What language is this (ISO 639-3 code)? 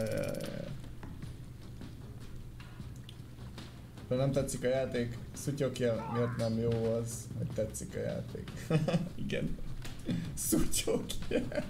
hun